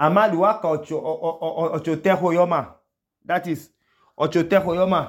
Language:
Idoma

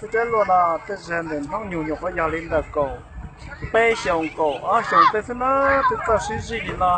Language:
Hmong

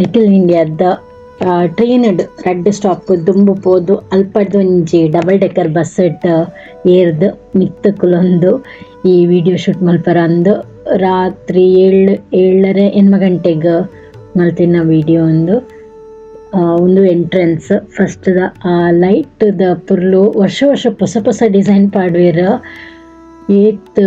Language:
Tulu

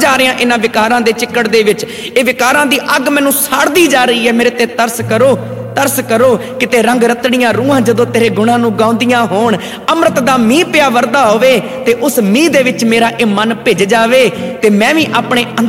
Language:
Punjabi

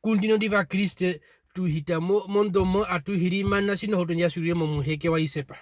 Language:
Herero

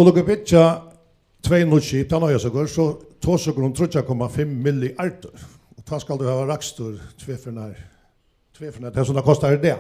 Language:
Faroese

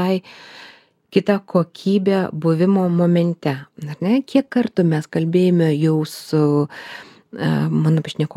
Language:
Lithuanian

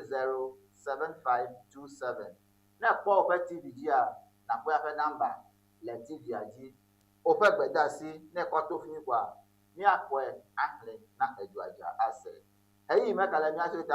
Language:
Ewe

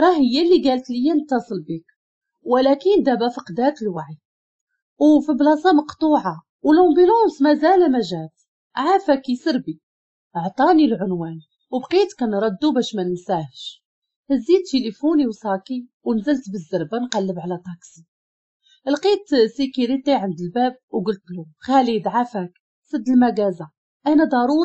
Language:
Moroccan Arabic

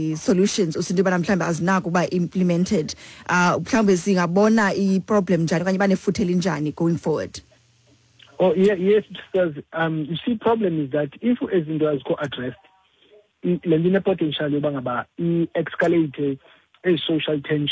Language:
Xhosa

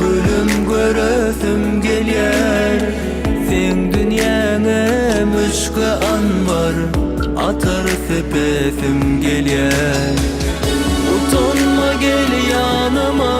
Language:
Turkmen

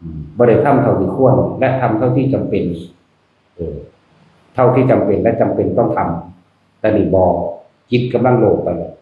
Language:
Northeastern Thai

